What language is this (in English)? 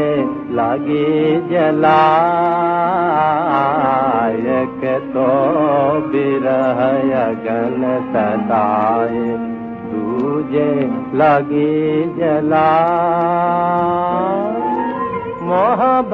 Hindi